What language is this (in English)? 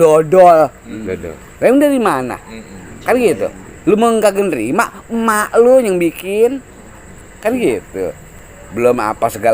Betawi